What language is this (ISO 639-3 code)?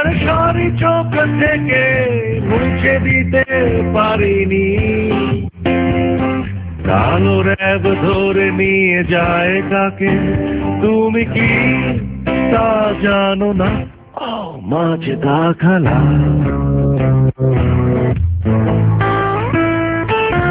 ben